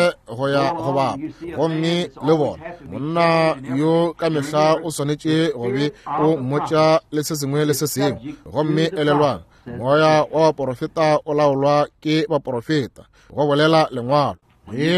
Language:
Northern Sotho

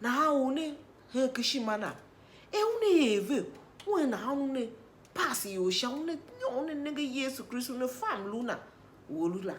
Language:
Tiv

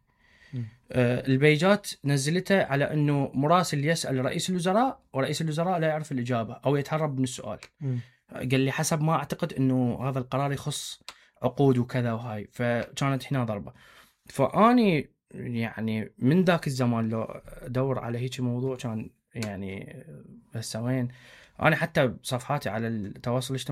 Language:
Mesopotamian Arabic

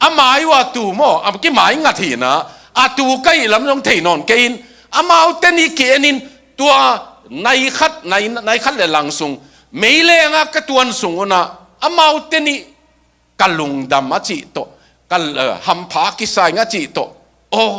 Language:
Tedim Chin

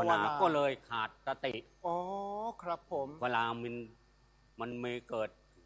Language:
Thai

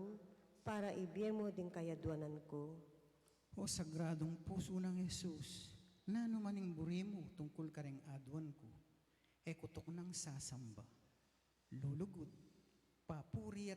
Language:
Pampanga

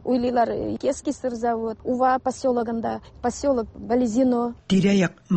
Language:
Tatar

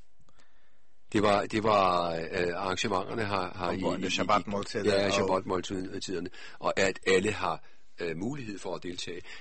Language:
Danish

